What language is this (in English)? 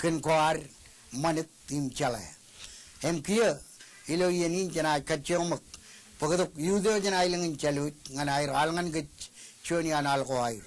Marshallese